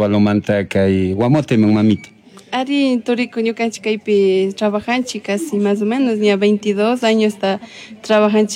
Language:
Chimborazo Highland Quichua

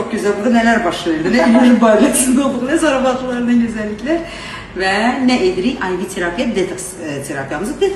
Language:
Azerbaijani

